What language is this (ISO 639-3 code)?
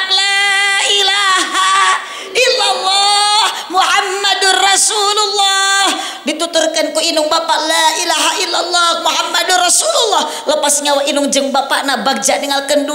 sun